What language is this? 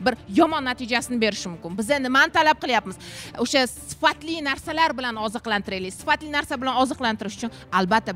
Uzbek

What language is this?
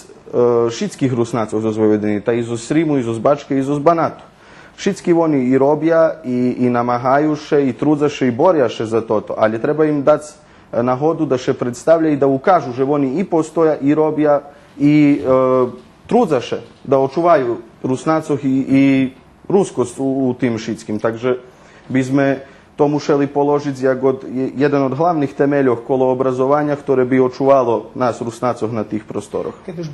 Rusyn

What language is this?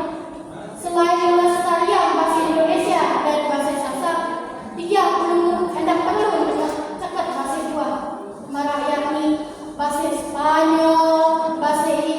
Sasak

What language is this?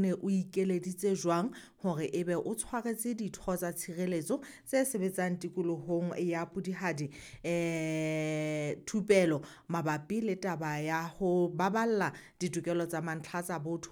Southern Sotho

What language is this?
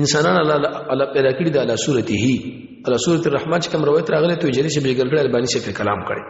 Pashto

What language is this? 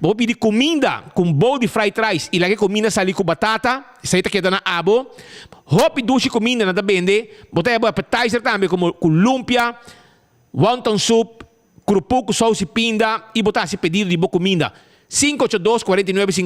Papiamento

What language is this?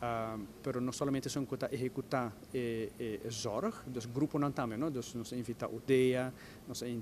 Papiamento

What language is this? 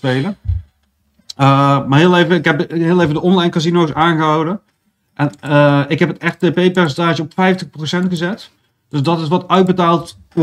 Dutch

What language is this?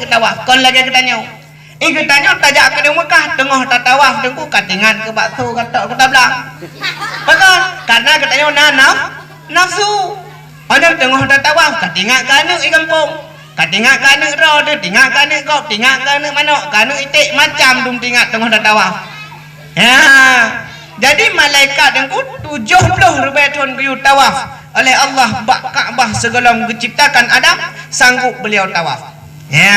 Achinese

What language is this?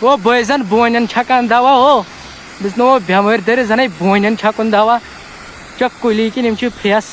Kashmiri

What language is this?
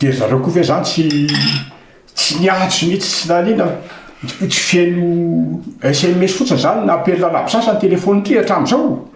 Malagasy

